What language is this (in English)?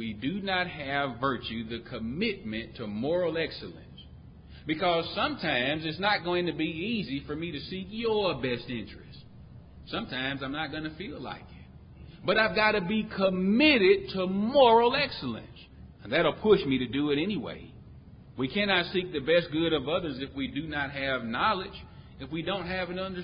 English